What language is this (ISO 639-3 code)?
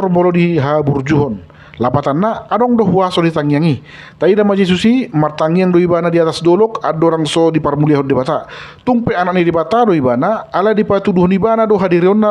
bbc